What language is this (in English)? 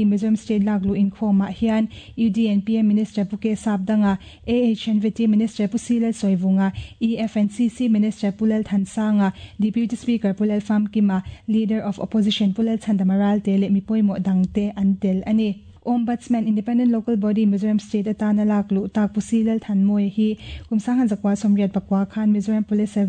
Mizo